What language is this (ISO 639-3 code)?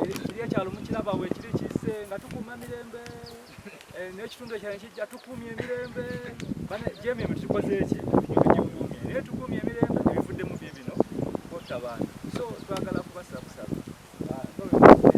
lug